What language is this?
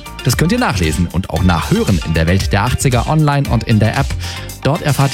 German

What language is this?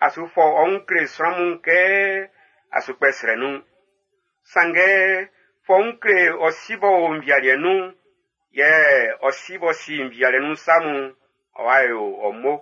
Baoulé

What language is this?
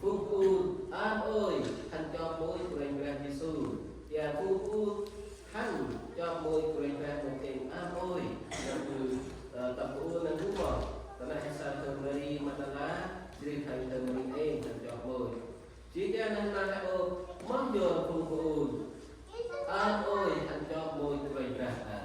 Central Mnong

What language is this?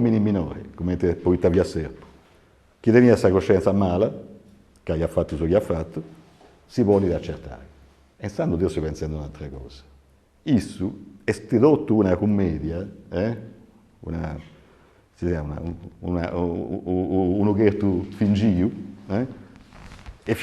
Sardinian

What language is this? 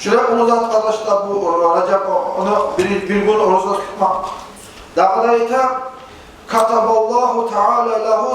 Kumyk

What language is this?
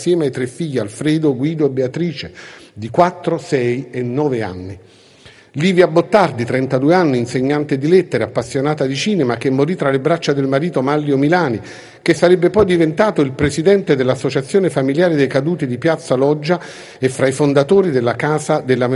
Italian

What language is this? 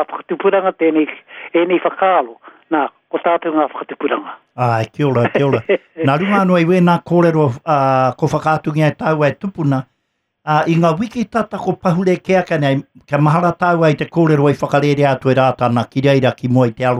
Māori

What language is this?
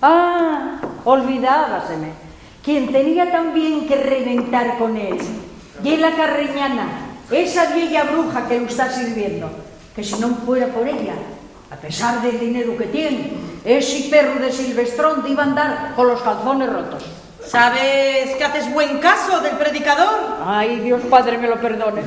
Asturian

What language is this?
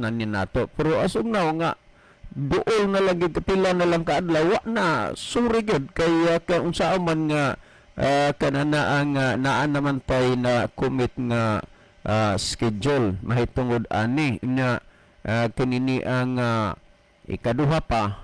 Cebuano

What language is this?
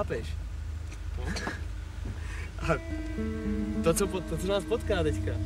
Czech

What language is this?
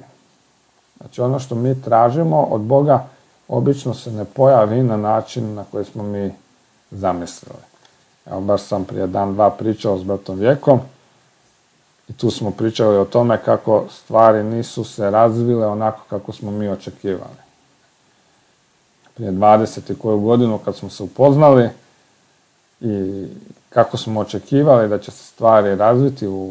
Croatian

